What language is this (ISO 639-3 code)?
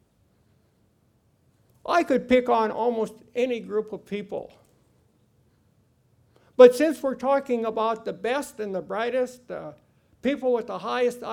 eng